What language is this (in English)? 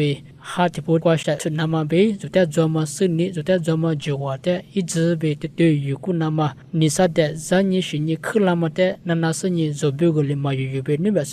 Lisu